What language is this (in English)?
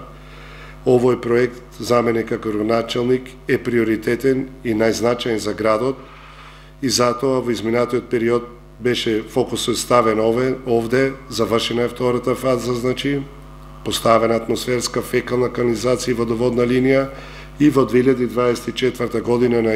Macedonian